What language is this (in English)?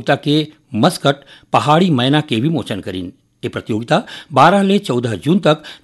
Chhattisgarhi